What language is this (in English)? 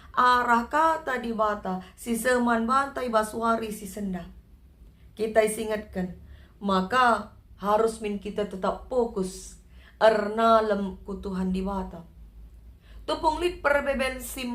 Batak Karo